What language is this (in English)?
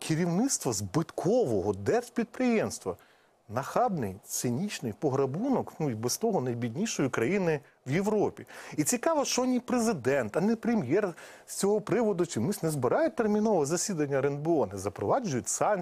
Ukrainian